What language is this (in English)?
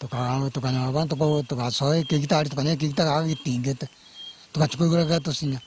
Gusii